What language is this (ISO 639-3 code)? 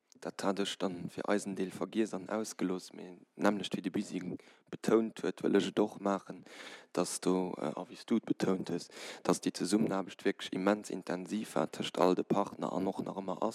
ltz